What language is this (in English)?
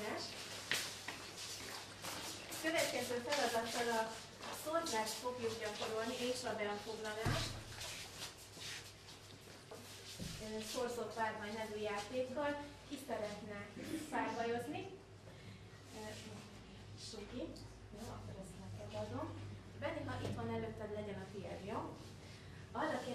Hungarian